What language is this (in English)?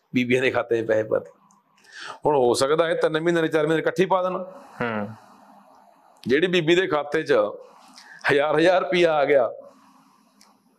Punjabi